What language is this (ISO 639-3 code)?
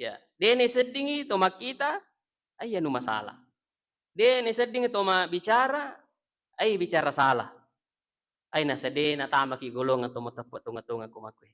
bug